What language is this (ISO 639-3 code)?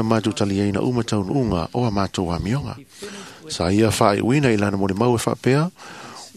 smo